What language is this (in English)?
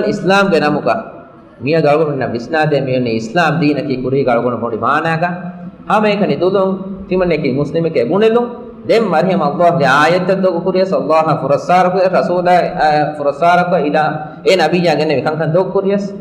Divehi